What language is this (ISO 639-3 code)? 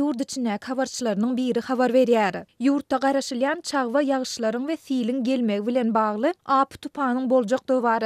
tuk